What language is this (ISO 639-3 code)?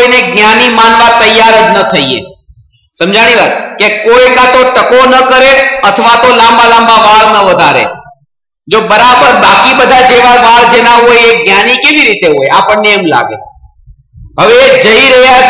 guj